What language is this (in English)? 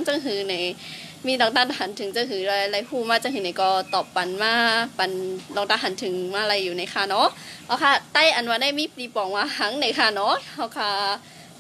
Shan